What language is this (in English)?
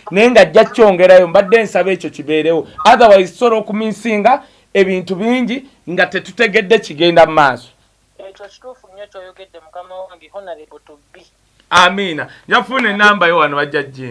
Ganda